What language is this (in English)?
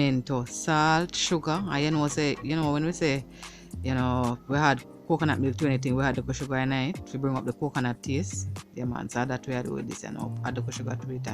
Jamaican Creole English